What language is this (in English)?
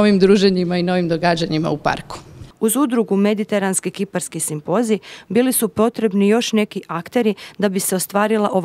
Croatian